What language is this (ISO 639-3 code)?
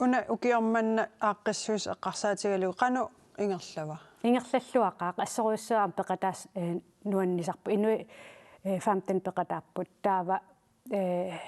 kal